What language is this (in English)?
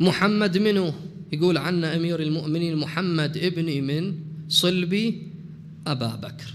Mesopotamian Arabic